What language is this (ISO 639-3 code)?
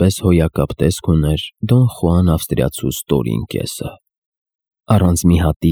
hye